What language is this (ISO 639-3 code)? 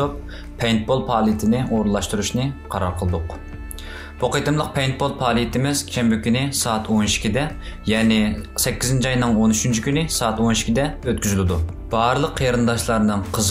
uig